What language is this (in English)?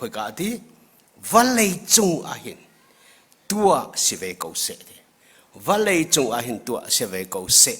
Hakha Chin